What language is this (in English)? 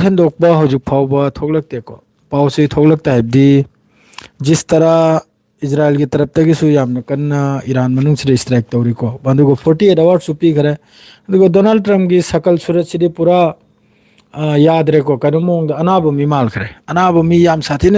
Manipuri